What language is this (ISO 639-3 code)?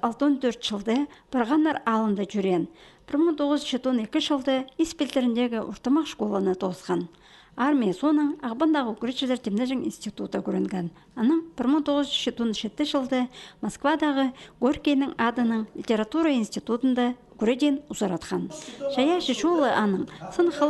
kjh